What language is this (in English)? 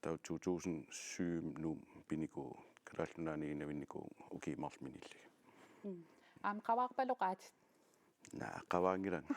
Kalaallisut